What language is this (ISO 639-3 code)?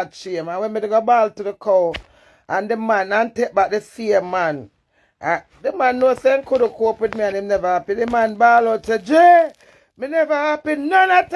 jam